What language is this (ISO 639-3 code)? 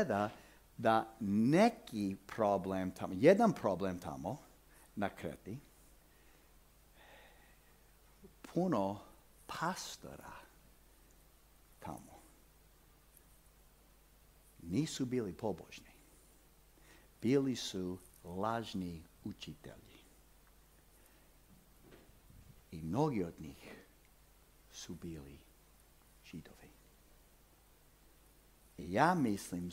hrv